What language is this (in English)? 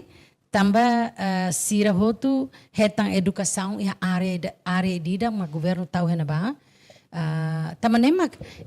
Tetum